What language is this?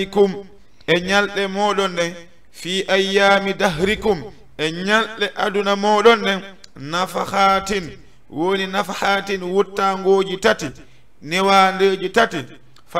Fula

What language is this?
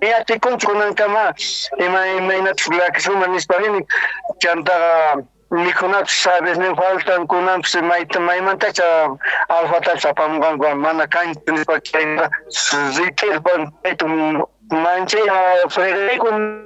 Quechua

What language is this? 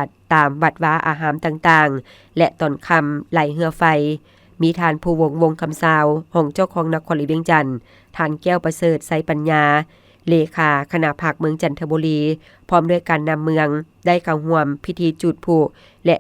Lao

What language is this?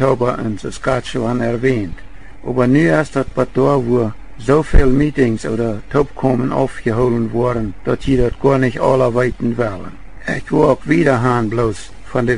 Plautdietsch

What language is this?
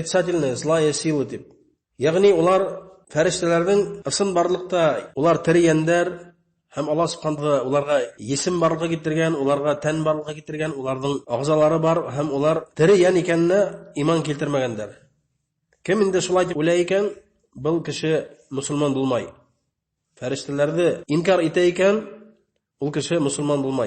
Bashkir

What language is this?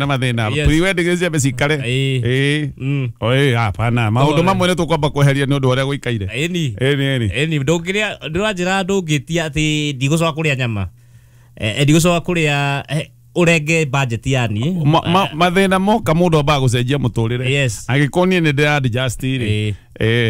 Kikuyu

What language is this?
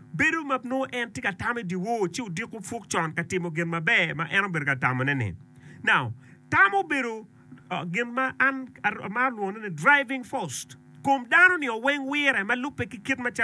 Acoli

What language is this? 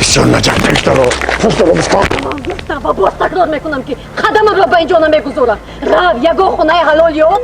Tajik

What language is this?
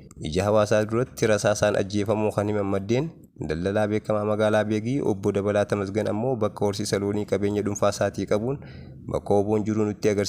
Oromo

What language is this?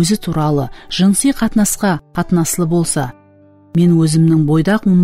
Kara-Kalpak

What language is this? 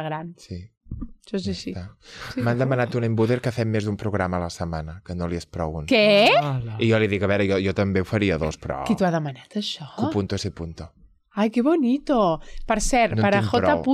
Catalan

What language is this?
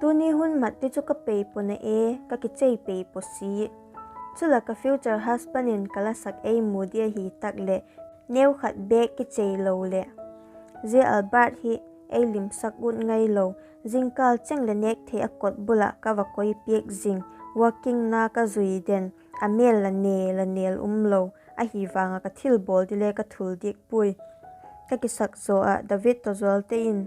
Vaiphei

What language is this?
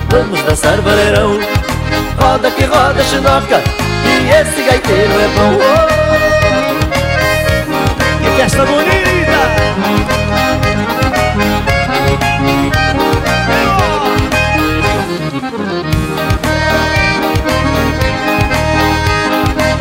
Portuguese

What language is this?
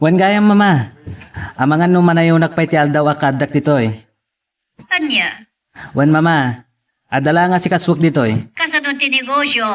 Iloko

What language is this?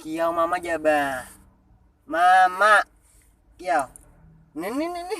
Banjar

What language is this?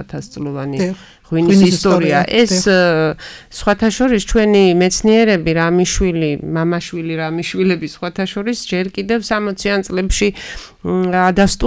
Georgian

